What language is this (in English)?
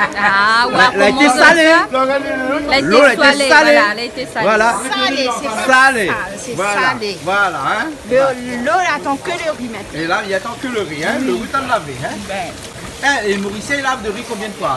Réunion Creole French